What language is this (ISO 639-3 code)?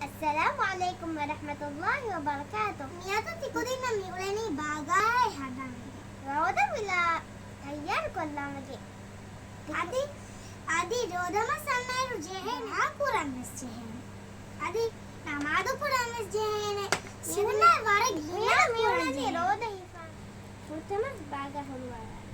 div